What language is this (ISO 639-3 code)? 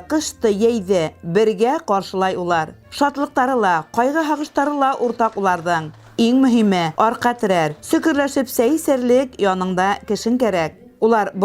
bak